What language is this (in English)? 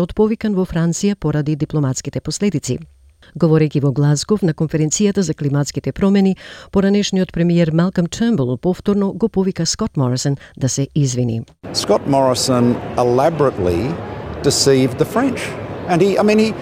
Macedonian